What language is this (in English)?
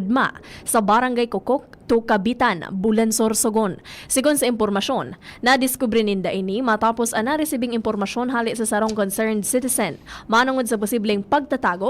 Bikol